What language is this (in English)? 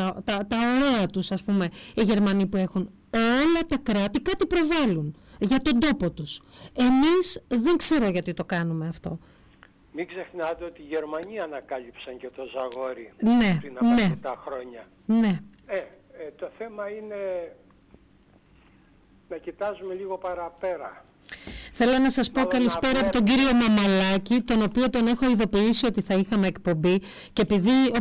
Greek